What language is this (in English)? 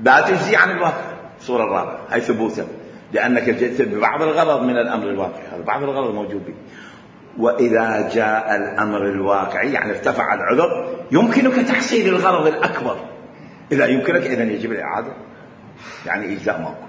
Mesopotamian Arabic